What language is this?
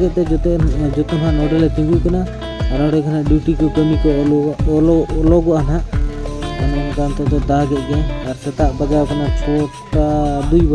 Santali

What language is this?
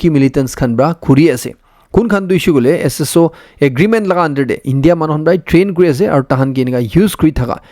Naga Pidgin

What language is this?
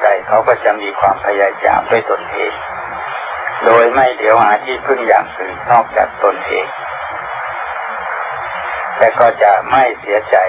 Thai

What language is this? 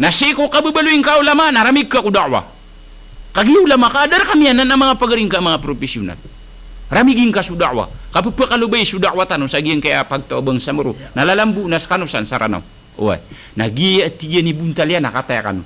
Maranao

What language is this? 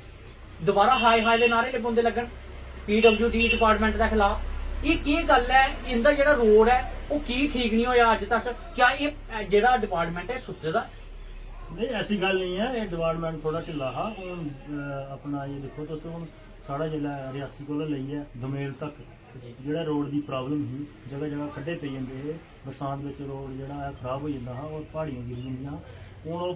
Dogri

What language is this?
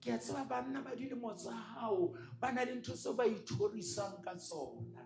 Southern Sotho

